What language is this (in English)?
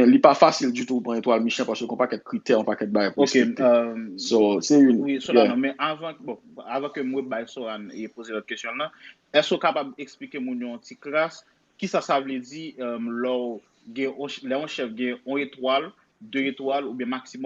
Haitian Creole